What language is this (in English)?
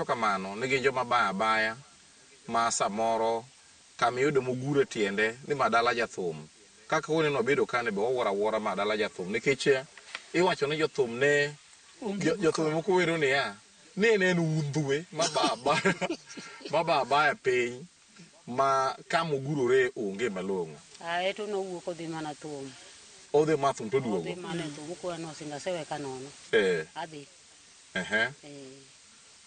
Luo (Kenya and Tanzania)